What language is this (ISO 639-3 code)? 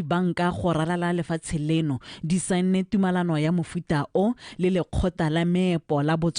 tsn